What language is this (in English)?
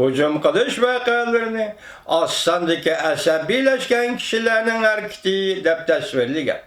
Uyghur